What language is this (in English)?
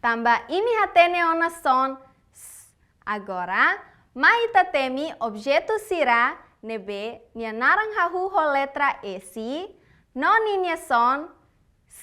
Tetum